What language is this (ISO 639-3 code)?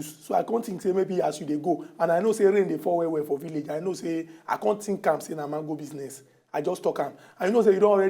pcm